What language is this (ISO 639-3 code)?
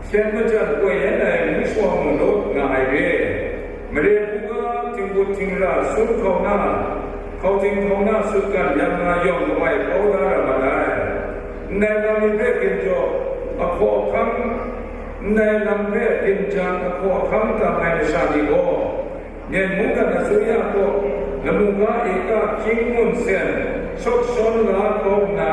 kac